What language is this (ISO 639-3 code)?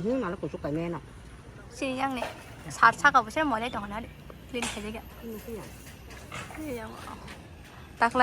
trp